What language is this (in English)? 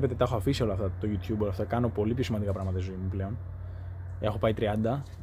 Greek